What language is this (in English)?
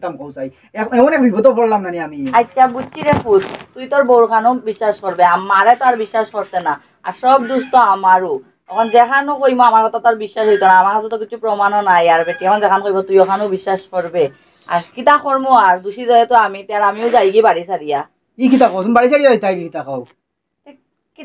Sylheti